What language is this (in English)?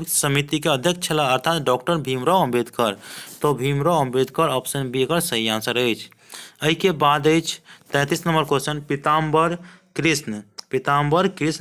Maithili